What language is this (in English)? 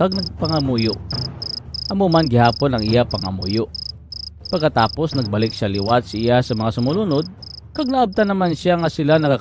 Hiligaynon